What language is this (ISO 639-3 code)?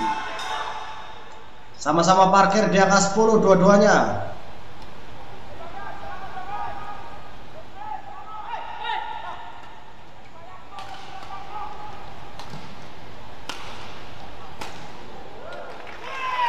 ind